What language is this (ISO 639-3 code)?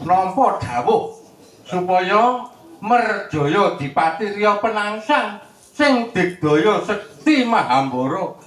jav